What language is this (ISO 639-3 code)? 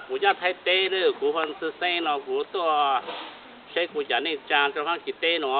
hmn